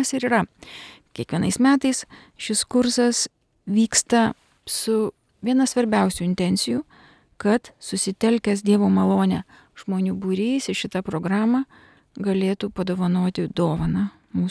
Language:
Lithuanian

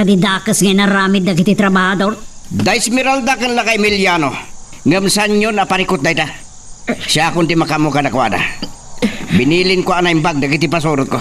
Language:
Iloko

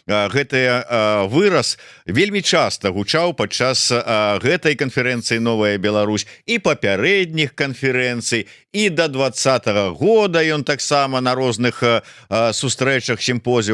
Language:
Belarusian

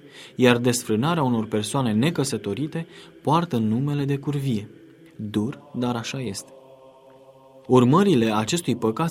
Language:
Romanian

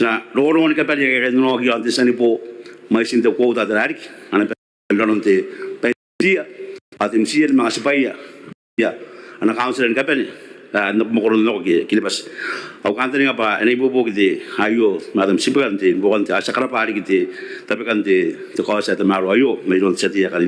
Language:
Gilbertese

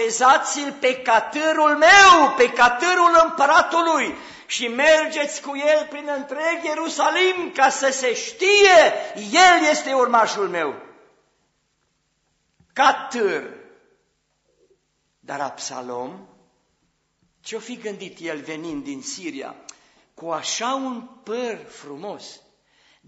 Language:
Romanian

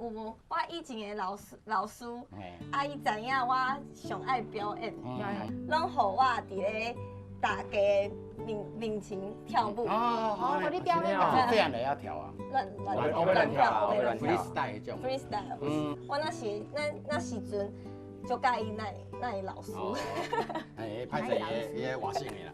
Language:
Min Nan Chinese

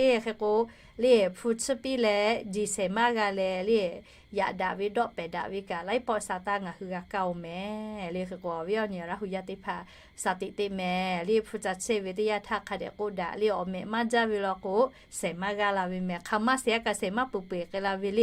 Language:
Lahu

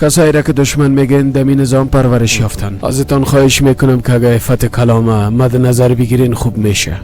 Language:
Persian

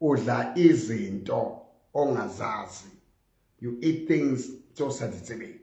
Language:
Southern Sotho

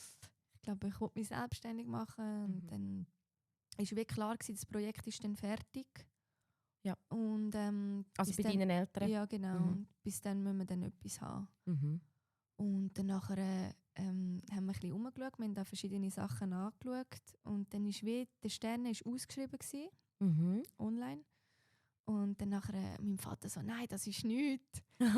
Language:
Swiss German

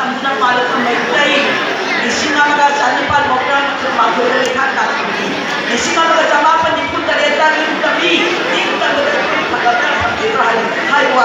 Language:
Manipuri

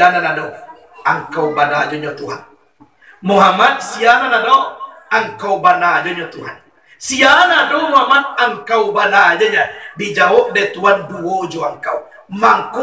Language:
Minangkabau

